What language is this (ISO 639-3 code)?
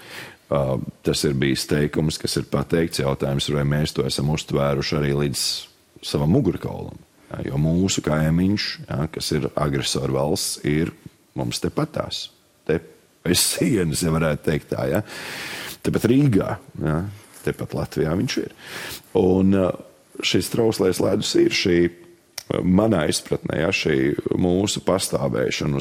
lav